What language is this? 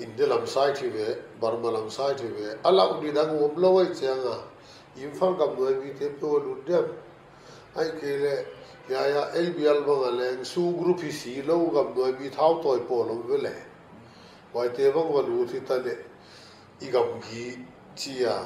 Paite Chin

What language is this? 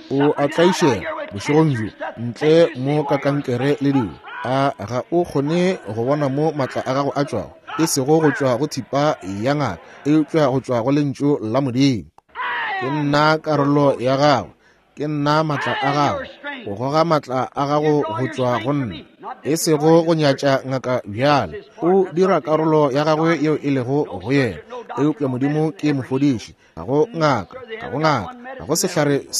Northern Sotho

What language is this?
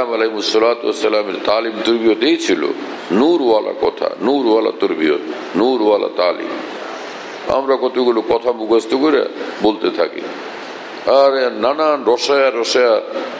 Bangla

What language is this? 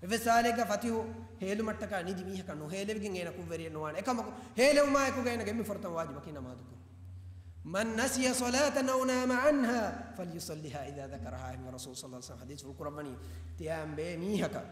Divehi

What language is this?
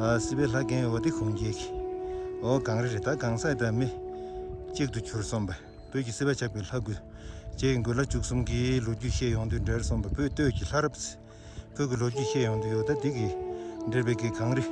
Tibetan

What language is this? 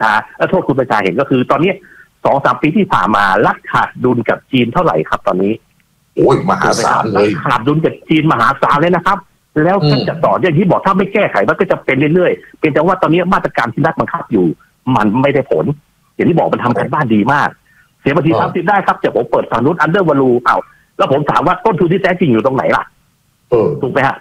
Thai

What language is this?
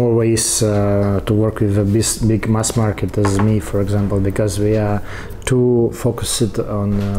English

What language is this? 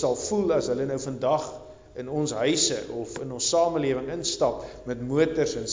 Afrikaans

